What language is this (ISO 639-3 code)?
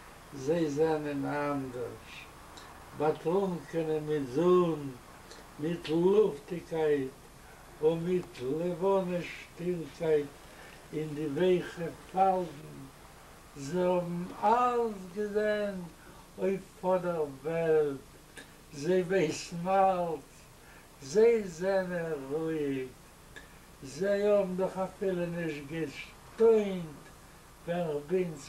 yid